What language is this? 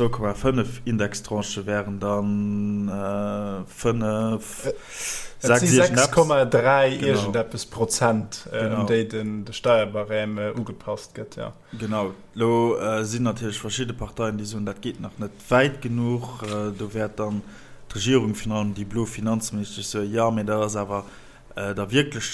Luxembourgish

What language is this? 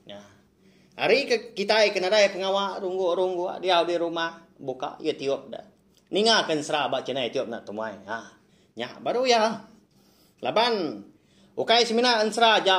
Iban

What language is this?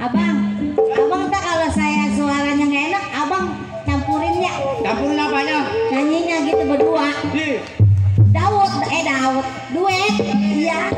Betawi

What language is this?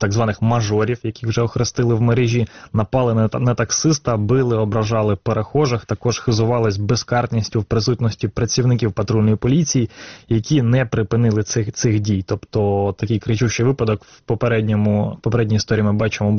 Ukrainian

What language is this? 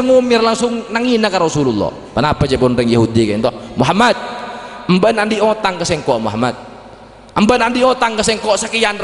Madurese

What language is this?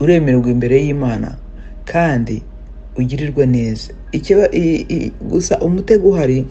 Kinyarwanda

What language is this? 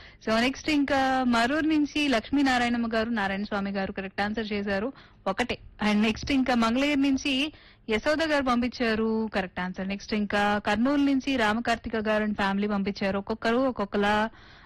Telugu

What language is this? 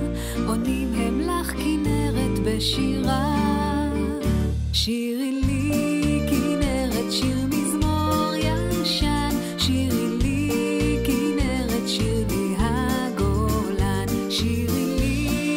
Hebrew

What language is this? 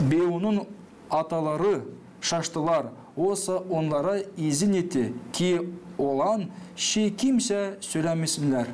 Gagauz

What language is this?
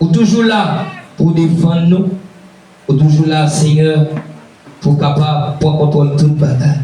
Haitian Creole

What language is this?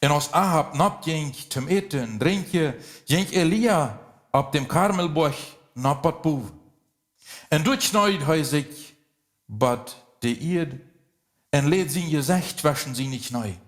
Plautdietsch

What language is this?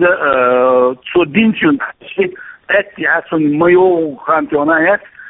Chechen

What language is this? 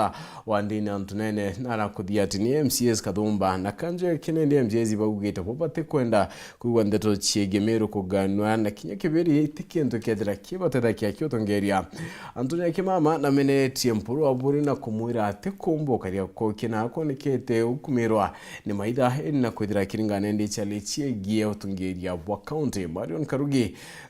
Meru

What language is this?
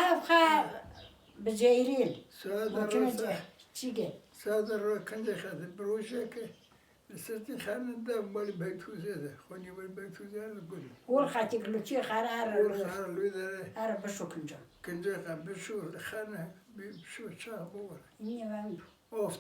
Kurdish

